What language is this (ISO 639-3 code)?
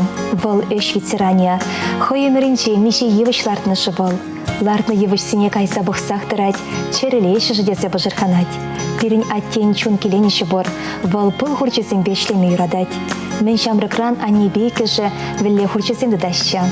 chv